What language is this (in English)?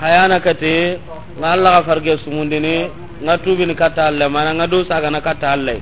Soninke